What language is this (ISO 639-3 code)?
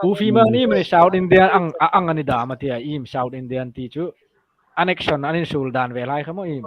hmr